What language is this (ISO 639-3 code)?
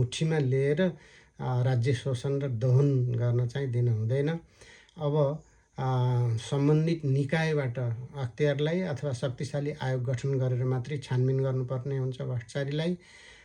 nep